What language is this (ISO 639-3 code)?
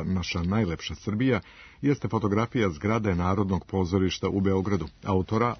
srp